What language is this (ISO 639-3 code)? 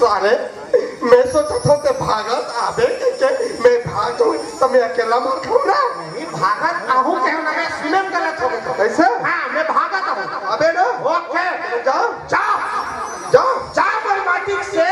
hne